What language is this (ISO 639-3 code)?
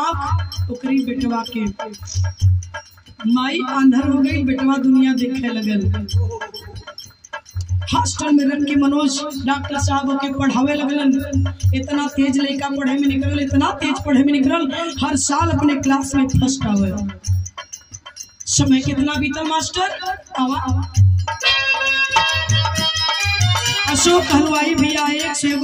bho